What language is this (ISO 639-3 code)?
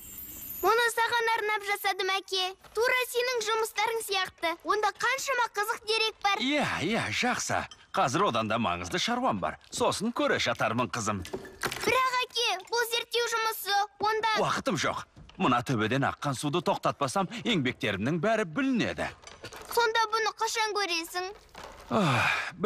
kaz